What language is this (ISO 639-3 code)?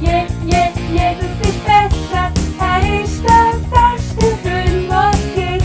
gsw